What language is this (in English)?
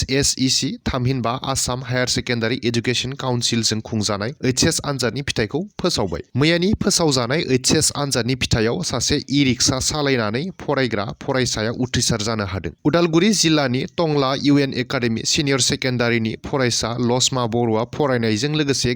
Bodo